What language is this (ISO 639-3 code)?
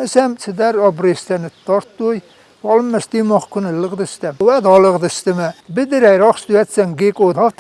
oss